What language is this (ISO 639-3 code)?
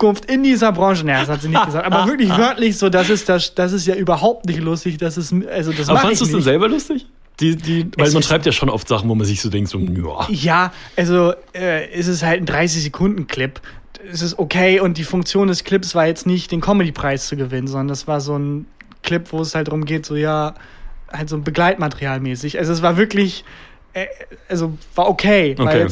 deu